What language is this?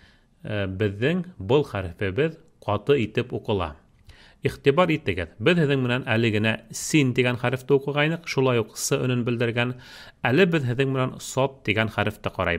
Bashkir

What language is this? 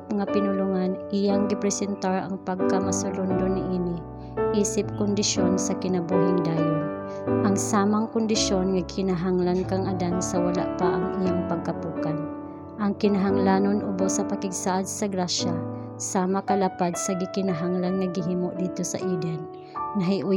Cebuano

